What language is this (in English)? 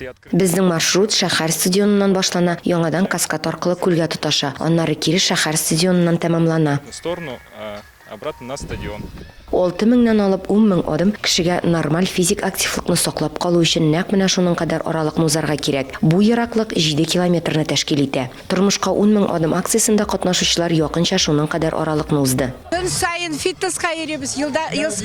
Tatar